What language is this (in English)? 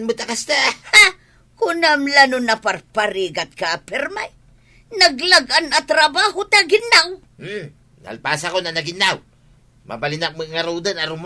Iloko